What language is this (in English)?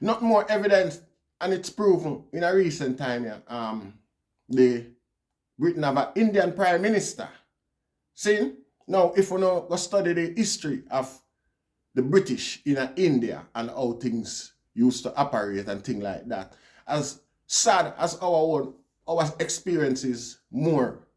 Jamaican Creole English